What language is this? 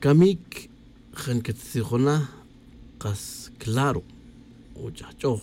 Tz'utujil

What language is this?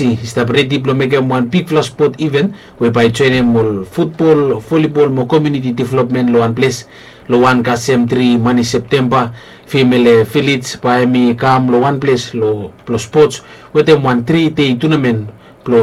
Bislama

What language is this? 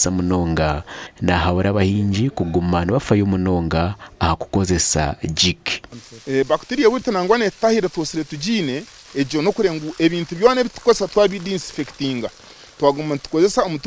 Nyankole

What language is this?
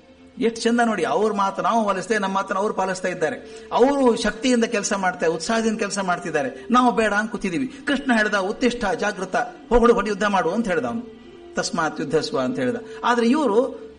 Kannada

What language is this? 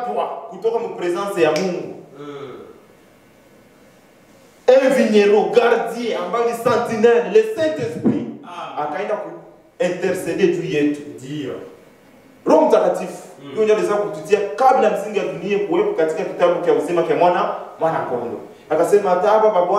Swahili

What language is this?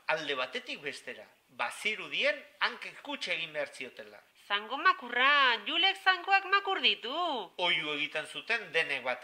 Basque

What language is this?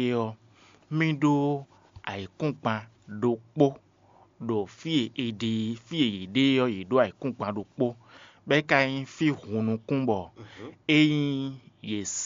Fon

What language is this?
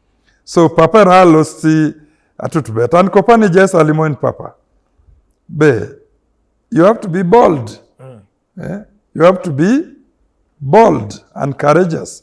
Teso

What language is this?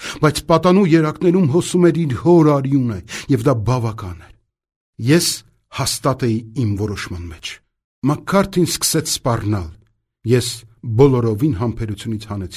Armenian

